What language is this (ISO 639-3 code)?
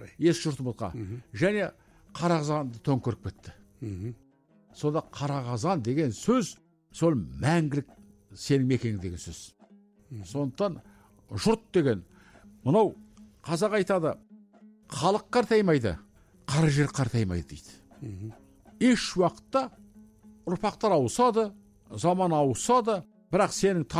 kaz